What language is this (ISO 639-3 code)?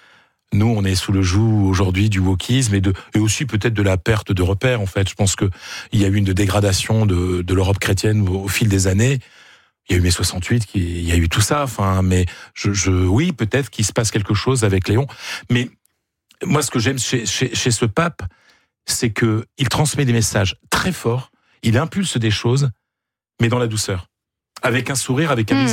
fra